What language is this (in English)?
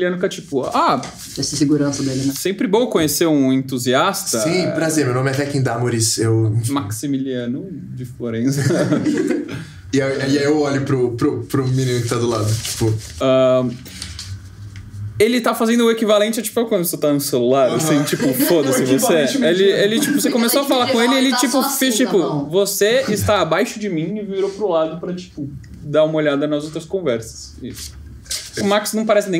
Portuguese